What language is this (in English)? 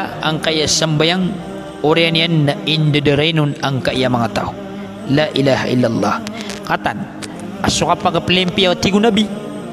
Maranao